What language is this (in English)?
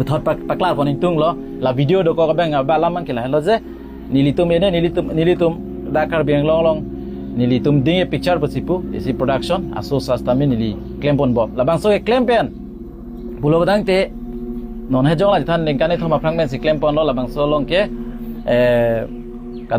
Karbi